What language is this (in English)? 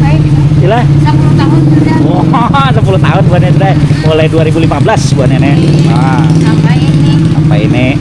Banjar